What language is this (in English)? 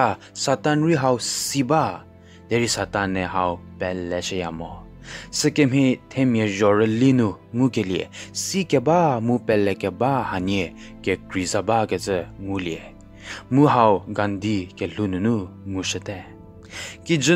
Angami Naga